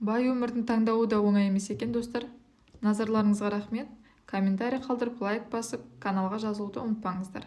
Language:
Kazakh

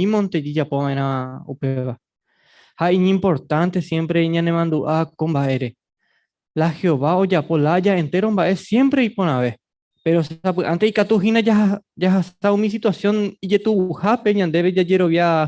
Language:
Guarani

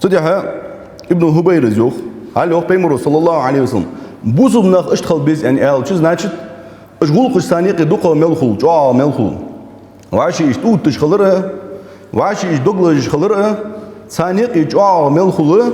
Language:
Ingush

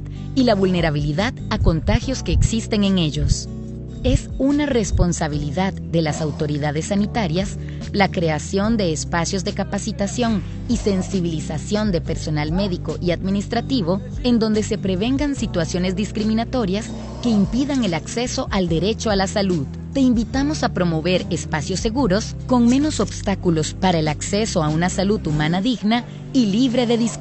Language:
Spanish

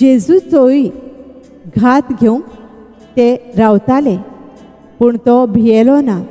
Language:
Konkani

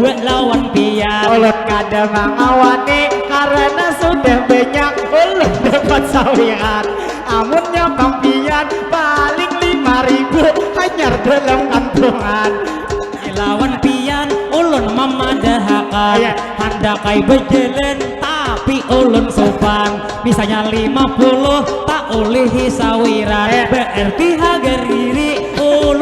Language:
Banjar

